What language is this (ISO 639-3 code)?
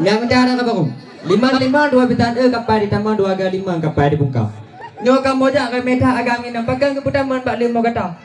ace